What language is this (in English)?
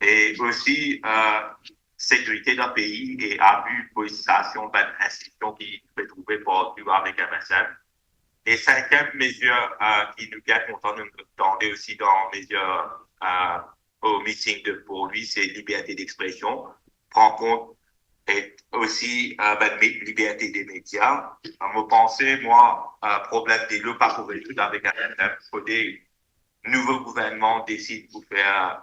Morisyen